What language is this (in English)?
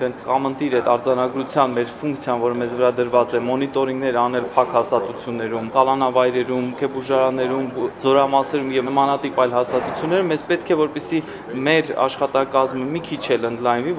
Armenian